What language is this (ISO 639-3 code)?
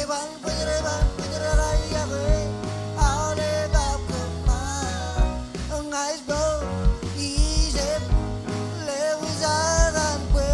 mah